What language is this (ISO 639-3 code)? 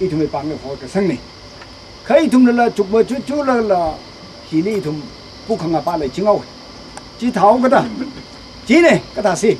nmf